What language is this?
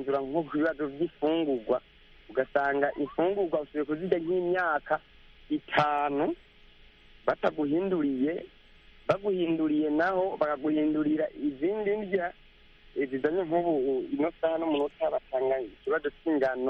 Kinyarwanda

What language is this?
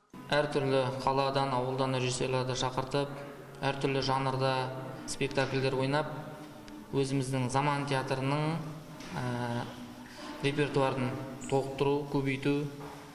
Kazakh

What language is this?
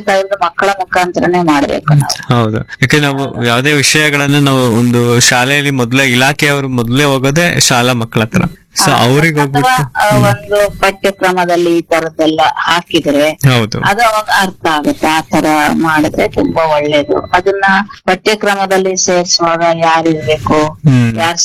Kannada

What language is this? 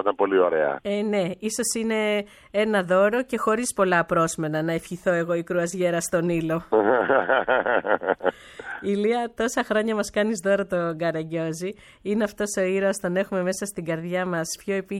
Greek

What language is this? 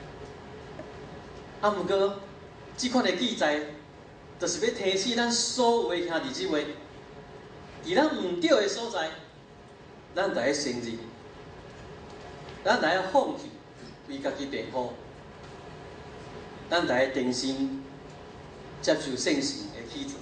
Min Nan Chinese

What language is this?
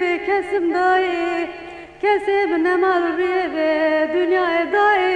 Kurdish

